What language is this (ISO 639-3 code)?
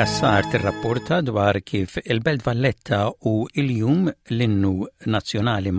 mlt